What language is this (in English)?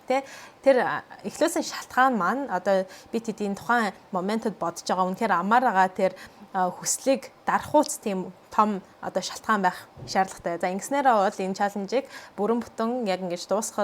Mongolian